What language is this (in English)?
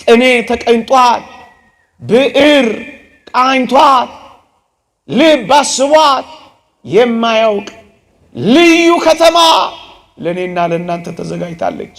Amharic